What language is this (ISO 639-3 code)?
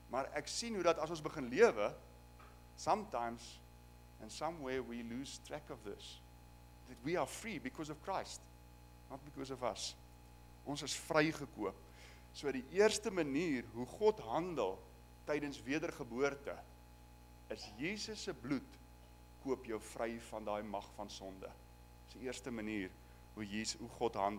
afr